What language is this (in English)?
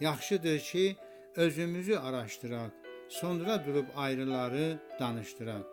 South Azerbaijani